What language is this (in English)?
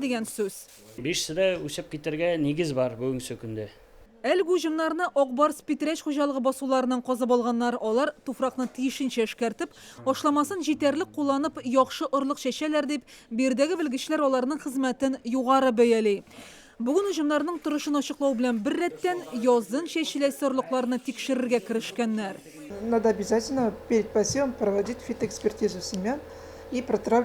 Tatar